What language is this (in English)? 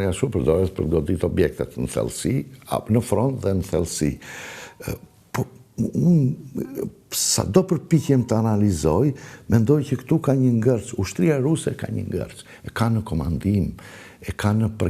Albanian